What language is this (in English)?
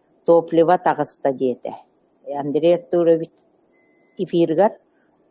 Yakut